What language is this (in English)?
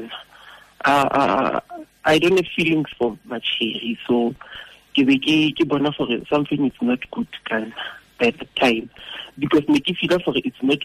Tswana